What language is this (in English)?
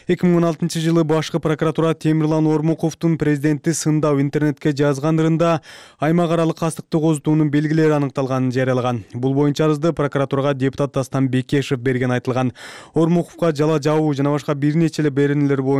Kyrgyz